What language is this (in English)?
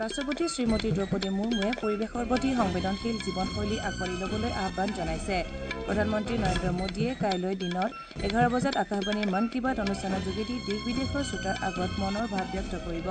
Assamese